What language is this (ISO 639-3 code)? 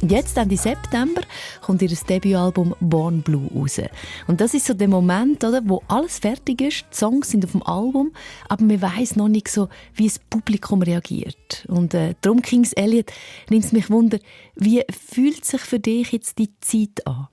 gsw